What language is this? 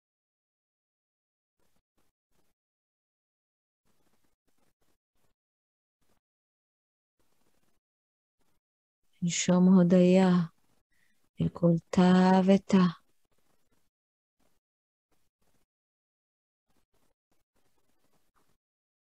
Hebrew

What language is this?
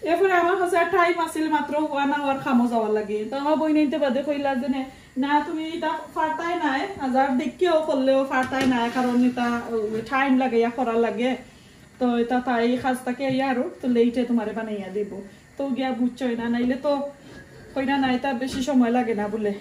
Sylheti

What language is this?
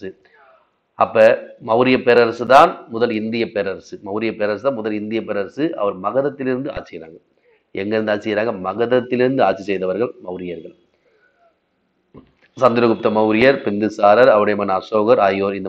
Tamil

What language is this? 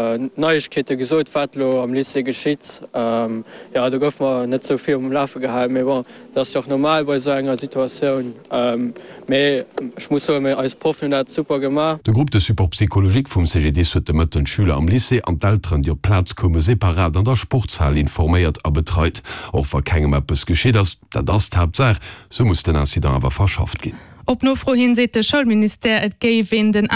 Luxembourgish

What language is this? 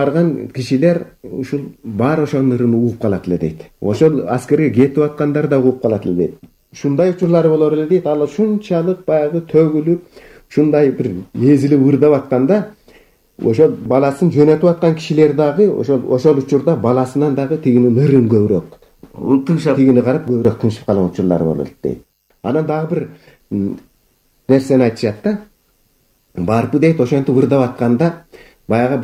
Kyrgyz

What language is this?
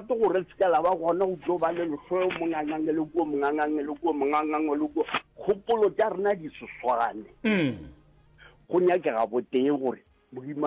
Northern Sotho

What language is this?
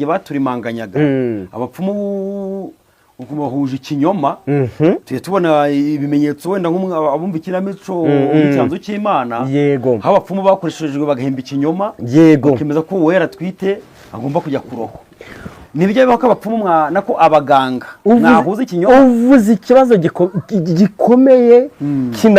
Kinyarwanda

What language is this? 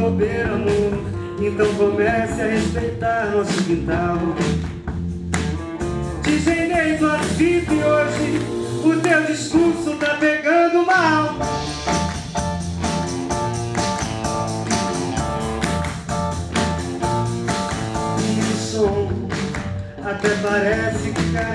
Portuguese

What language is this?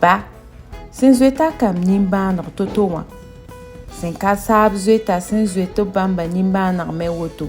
Mossi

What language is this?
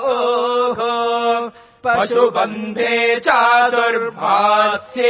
Sanskrit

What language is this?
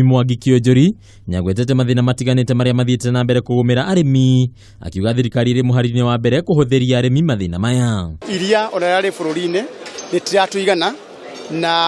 Kikuyu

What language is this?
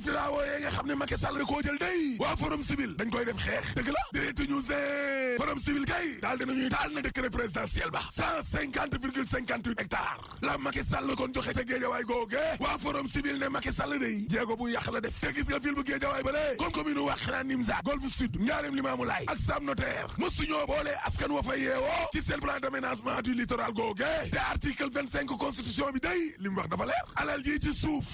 Wolof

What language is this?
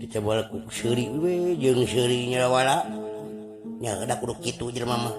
Sundanese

